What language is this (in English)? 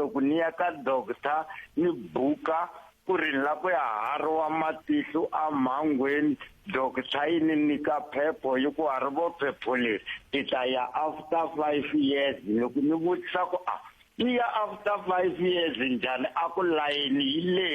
Tsonga